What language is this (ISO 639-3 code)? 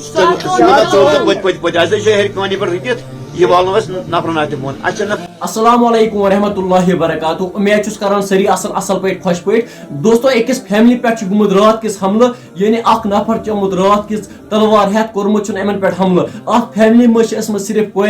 kas